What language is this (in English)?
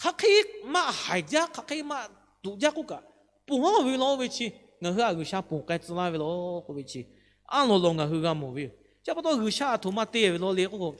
Lahu